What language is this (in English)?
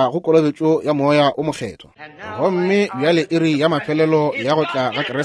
Northern Sotho